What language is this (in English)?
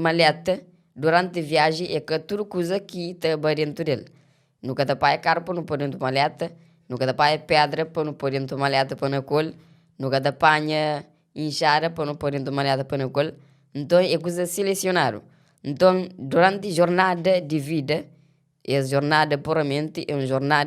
Kabuverdianu